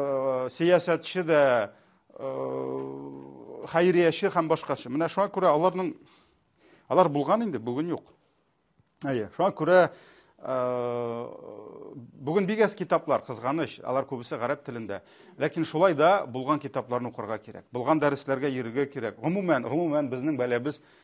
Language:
Tatar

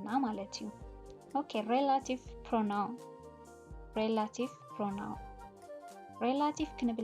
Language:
Tigrinya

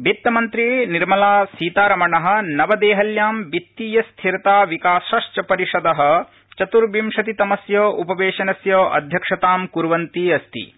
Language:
Sanskrit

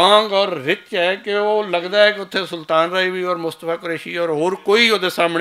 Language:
Western Panjabi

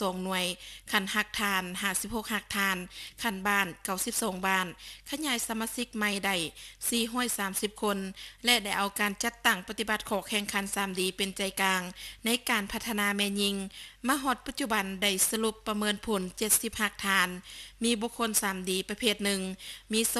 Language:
Lao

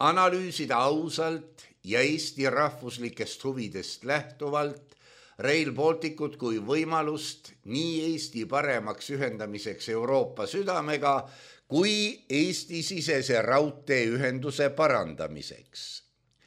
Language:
Estonian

